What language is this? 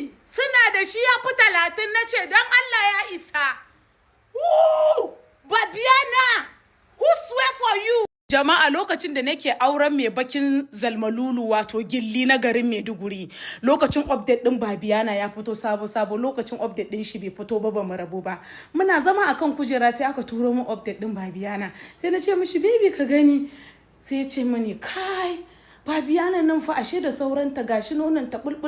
Hausa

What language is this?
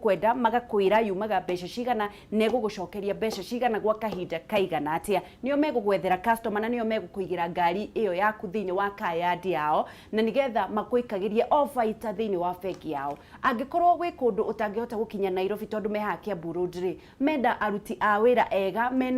Kikuyu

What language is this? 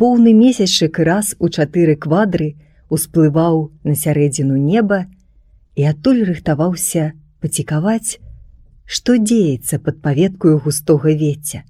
Belarusian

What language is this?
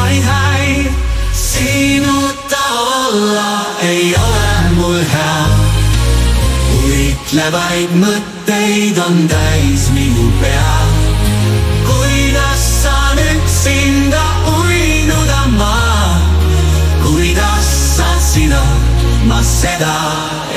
Estonian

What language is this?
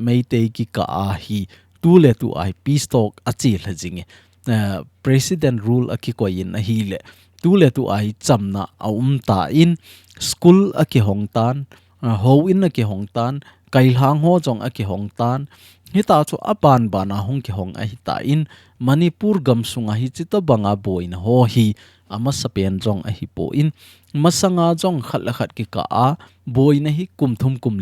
Thado Chin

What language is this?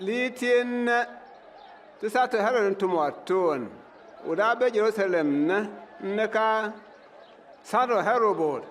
Bimoba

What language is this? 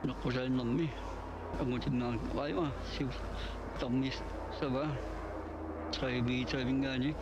Kalaallisut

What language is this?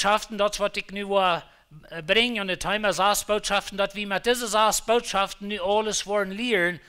Plautdietsch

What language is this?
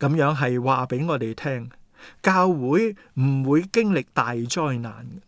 Cantonese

